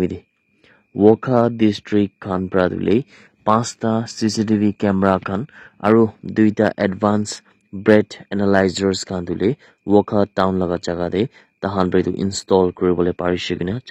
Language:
Naga Pidgin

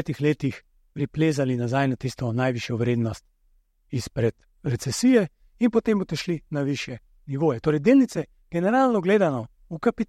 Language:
Slovenian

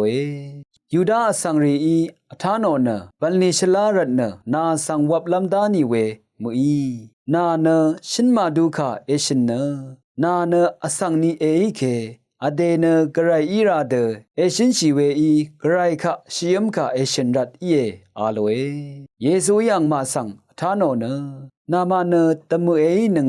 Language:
Rawang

